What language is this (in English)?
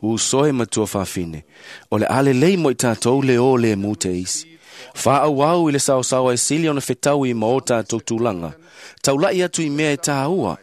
Samoan